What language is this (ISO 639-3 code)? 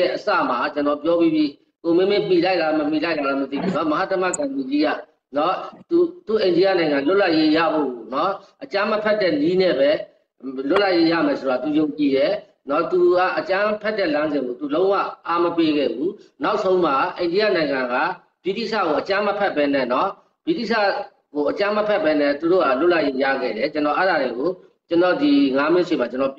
mya